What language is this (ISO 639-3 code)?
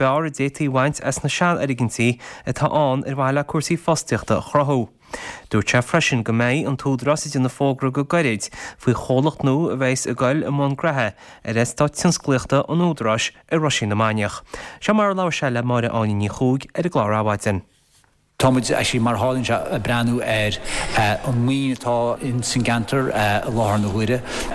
gle